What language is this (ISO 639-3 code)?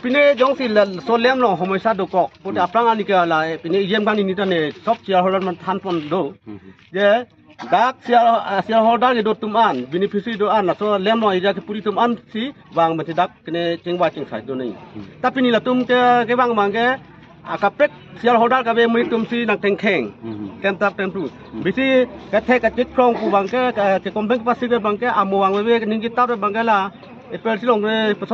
mjw